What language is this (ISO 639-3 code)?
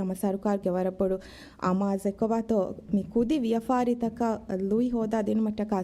div